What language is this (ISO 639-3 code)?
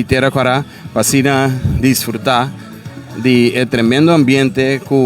pap